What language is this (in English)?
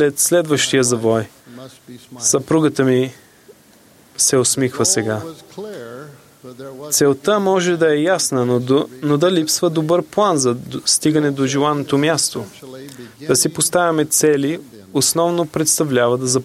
Bulgarian